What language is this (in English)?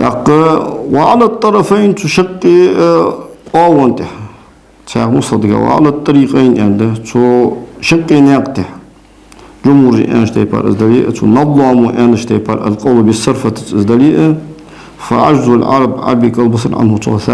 Ingush